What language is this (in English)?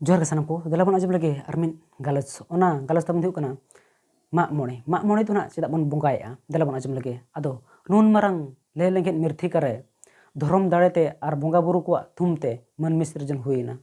Santali